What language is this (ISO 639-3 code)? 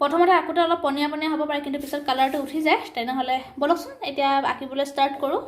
asm